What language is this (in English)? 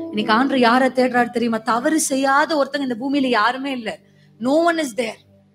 Tamil